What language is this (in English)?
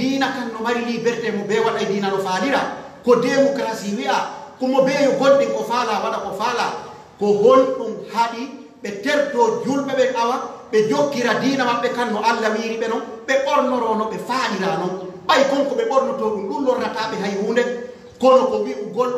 Pular